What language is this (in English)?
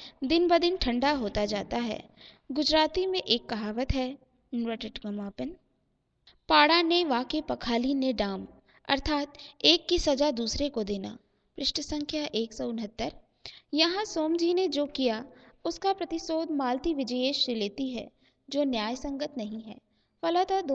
Hindi